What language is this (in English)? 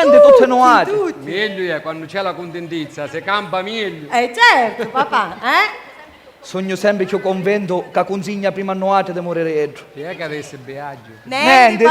Sicilian